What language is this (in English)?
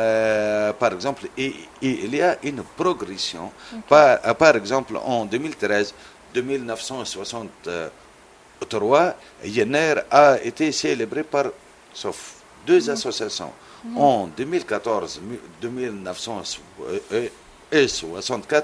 Kabyle